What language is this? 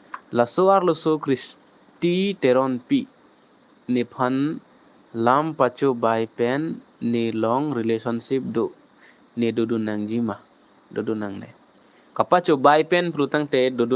Karbi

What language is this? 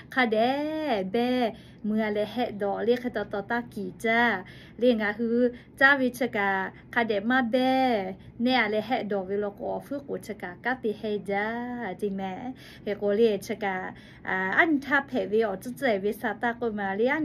Lahu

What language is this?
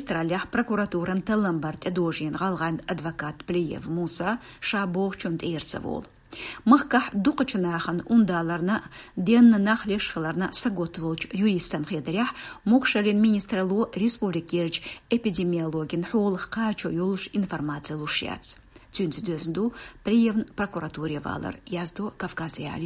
Chechen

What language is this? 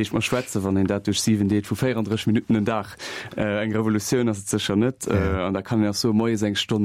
Luxembourgish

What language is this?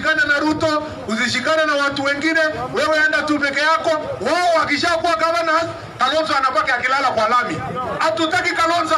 Swahili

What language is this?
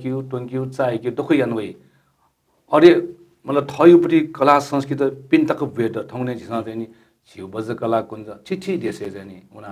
Newari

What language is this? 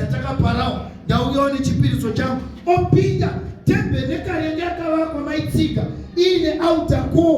Shona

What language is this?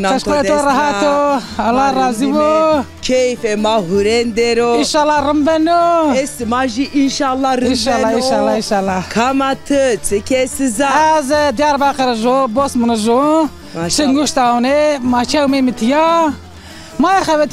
Zaza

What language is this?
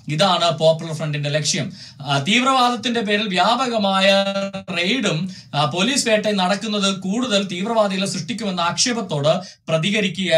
Malayalam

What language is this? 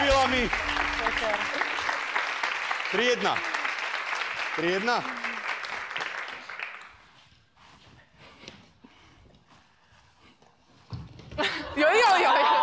Slovak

